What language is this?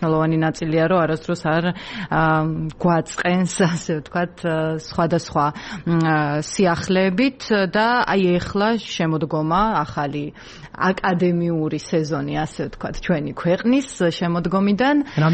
Georgian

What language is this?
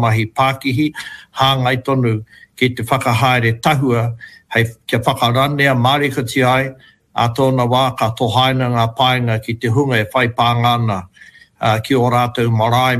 Māori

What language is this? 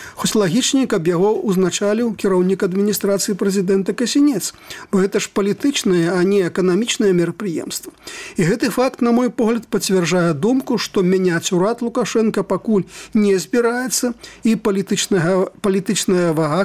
Belarusian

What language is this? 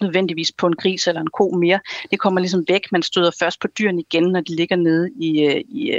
Danish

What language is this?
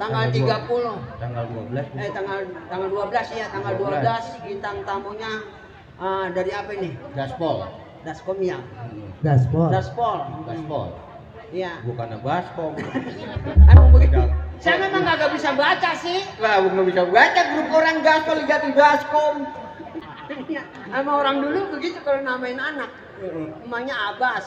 Betawi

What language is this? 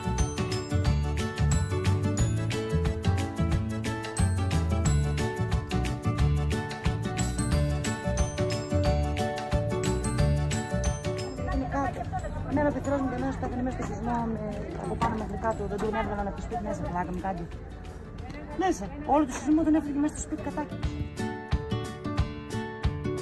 Greek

